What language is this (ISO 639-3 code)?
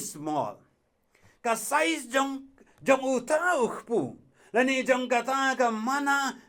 kha